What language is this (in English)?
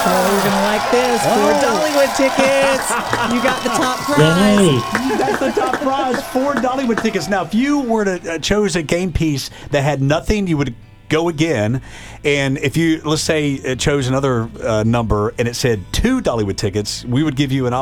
English